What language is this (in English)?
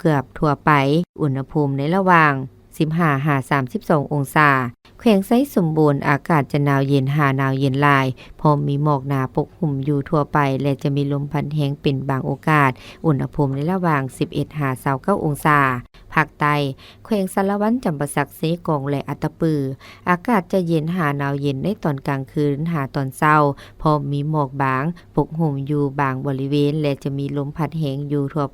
Lao